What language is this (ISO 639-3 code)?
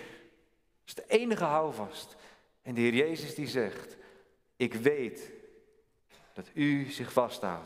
nld